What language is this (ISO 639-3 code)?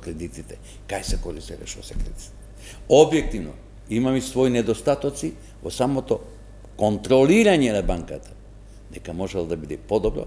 mkd